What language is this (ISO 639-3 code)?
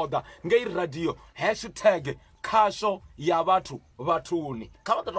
ven